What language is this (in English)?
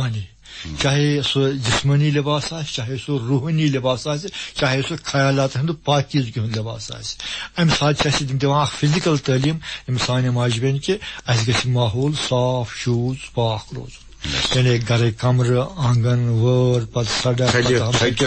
Kashmiri